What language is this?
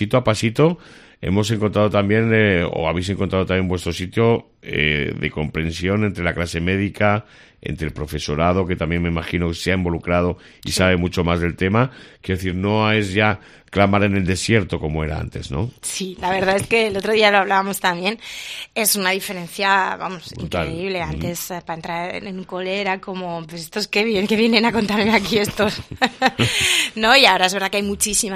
Spanish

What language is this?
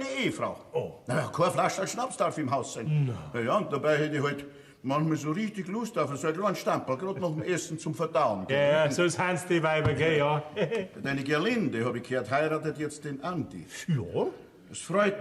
Bavarian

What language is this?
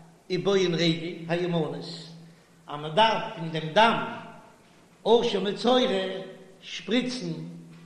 Yiddish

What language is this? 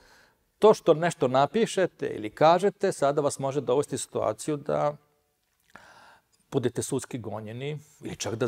Serbian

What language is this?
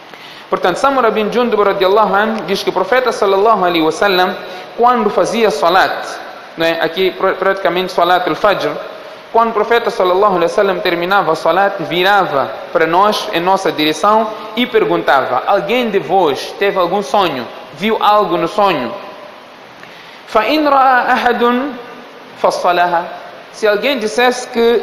Portuguese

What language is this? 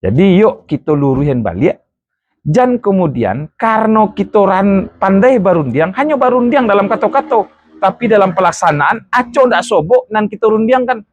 Minangkabau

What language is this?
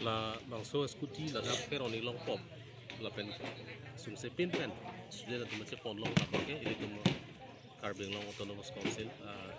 Karbi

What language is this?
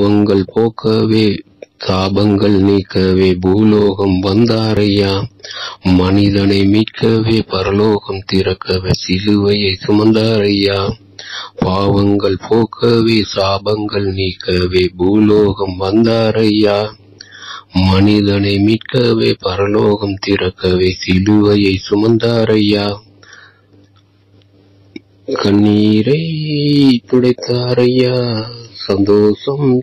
Tamil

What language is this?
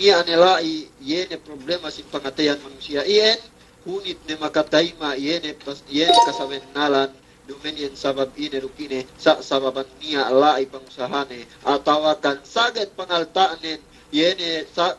Yakan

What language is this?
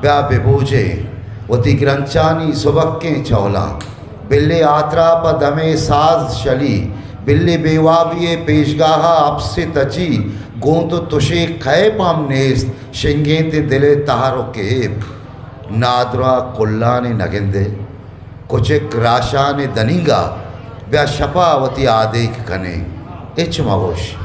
Eastern Balochi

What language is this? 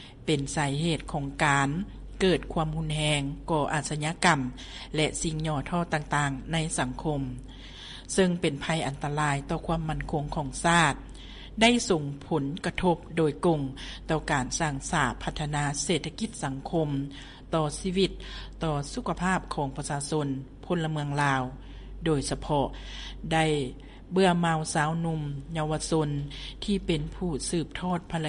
Lao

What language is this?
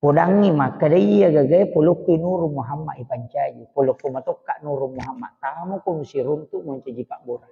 Buginese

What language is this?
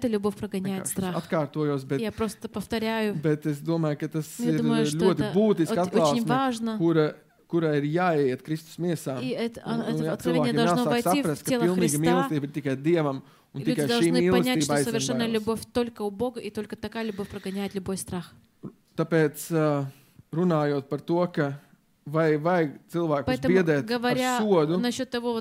Latvian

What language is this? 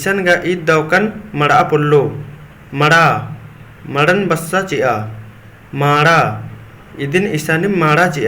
Kurukh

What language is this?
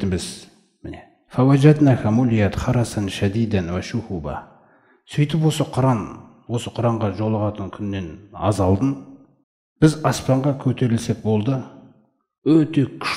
Kazakh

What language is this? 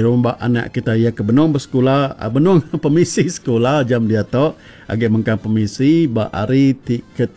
Iban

